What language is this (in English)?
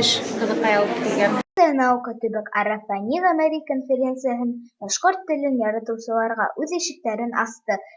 Bashkir